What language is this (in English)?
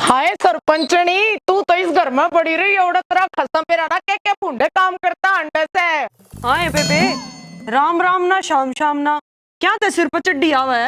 Haryanvi